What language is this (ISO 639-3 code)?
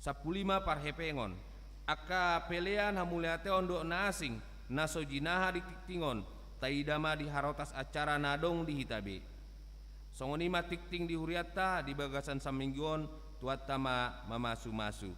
bbc